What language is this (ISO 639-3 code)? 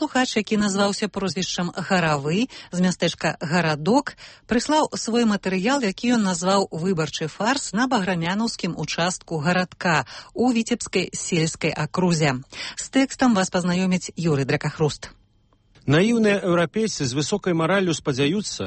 bel